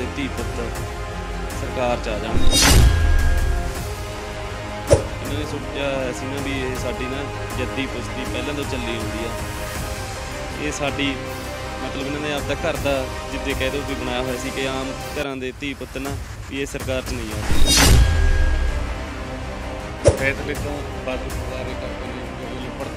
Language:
Punjabi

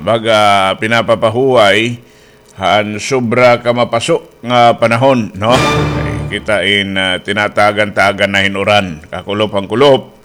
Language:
Waray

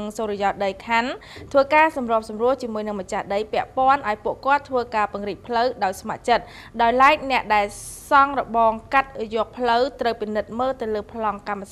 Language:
Khmer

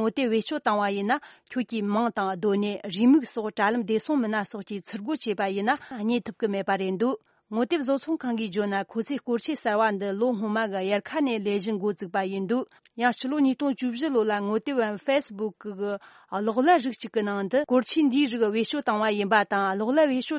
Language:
Tibetan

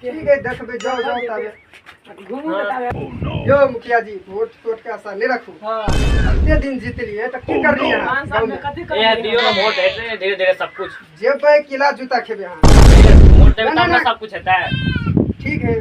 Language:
Maithili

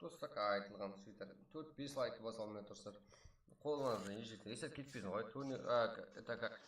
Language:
Kara-Kalpak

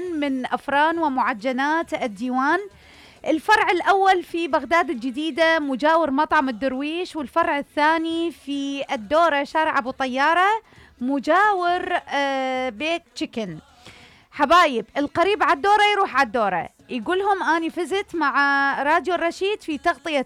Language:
Mesopotamian Arabic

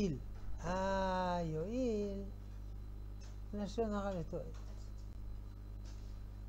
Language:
Hebrew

